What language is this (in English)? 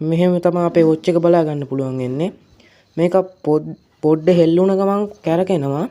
Sinhala